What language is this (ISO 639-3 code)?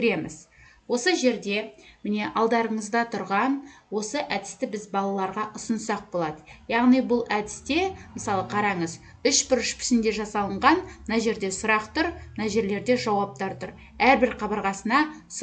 kaz